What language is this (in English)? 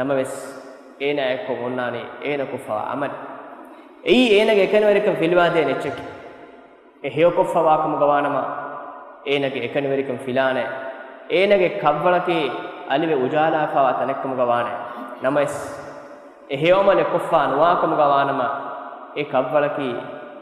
Divehi